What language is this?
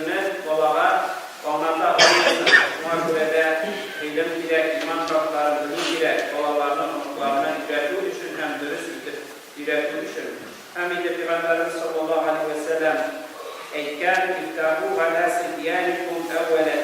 Tatar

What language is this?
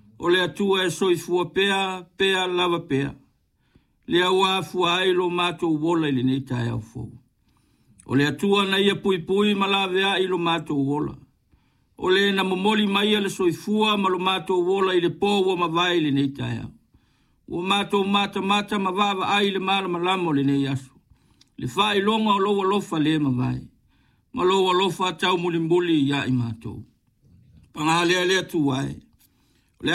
Samoan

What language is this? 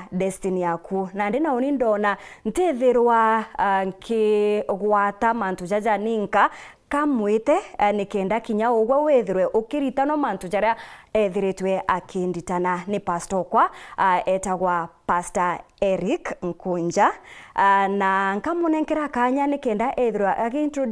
Meru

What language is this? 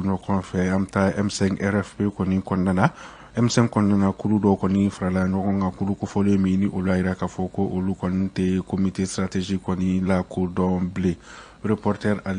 Bambara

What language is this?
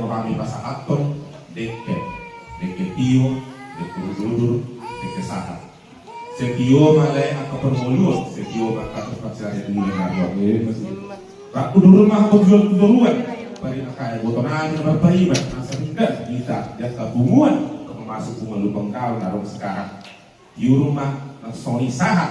Batak Toba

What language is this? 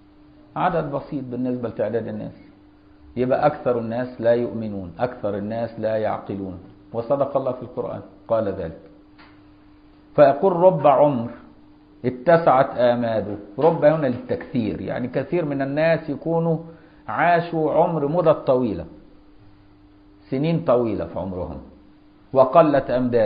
Arabic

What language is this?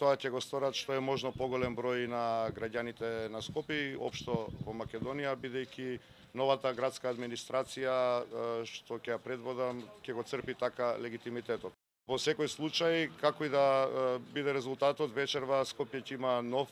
Macedonian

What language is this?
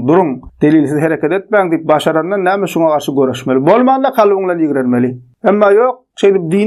Turkmen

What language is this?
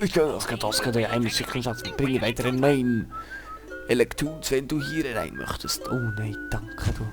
Swiss German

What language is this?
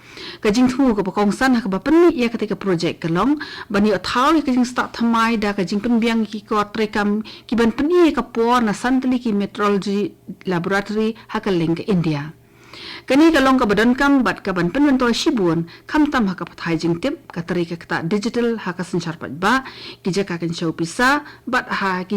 Khasi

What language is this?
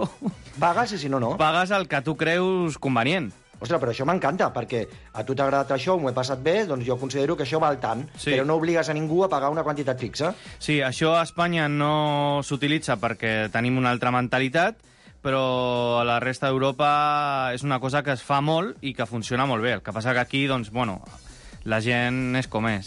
Catalan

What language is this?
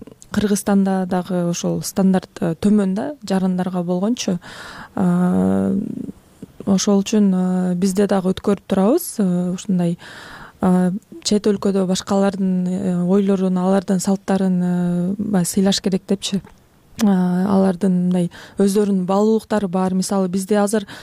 Kyrgyz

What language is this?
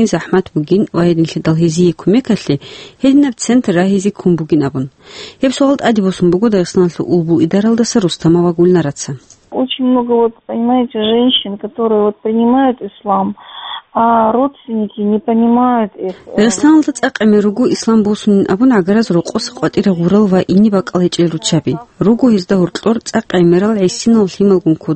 Avaric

